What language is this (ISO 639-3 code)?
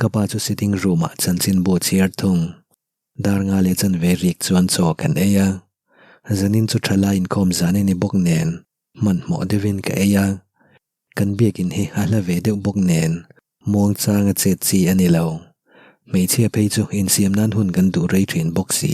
lus